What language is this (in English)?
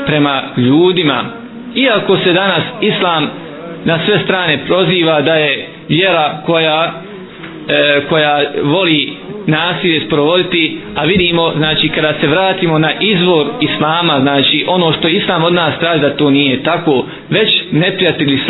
Bosnian